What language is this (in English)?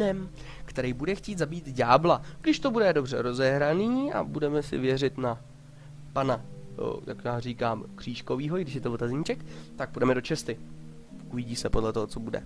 Czech